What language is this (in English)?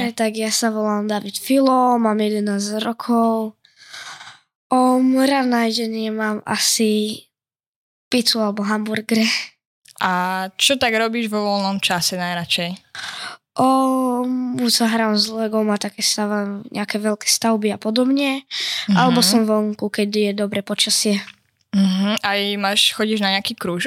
Slovak